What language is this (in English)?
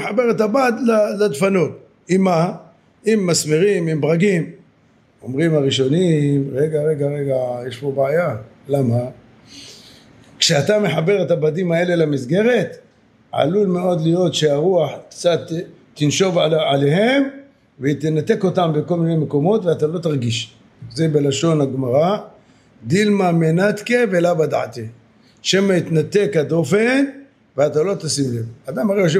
Hebrew